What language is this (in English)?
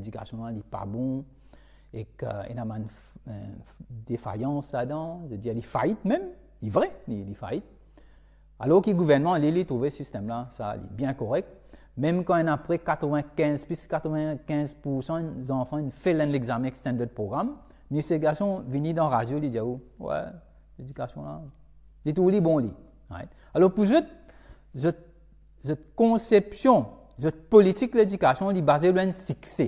Morisyen